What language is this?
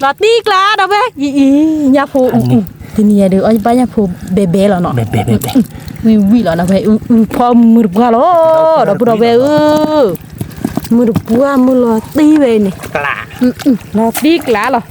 S'gaw Karen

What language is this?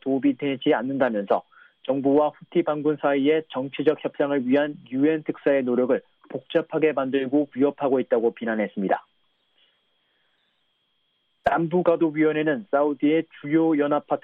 Korean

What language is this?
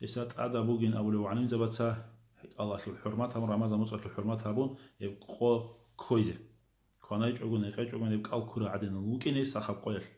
Avaric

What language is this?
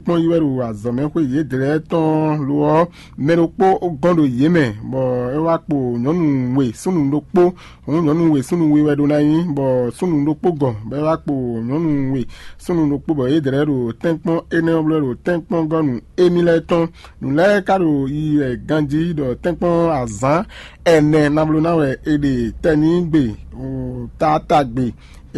Fon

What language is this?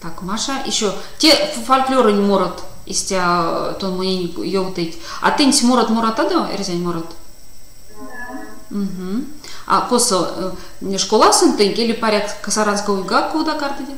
Erzya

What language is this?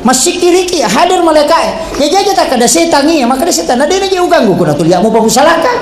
Buginese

